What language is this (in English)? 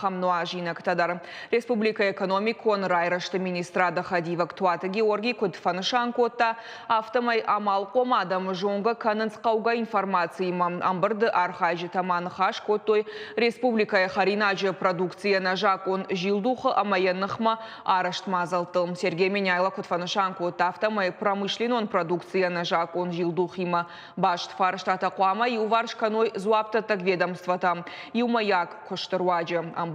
Ossetic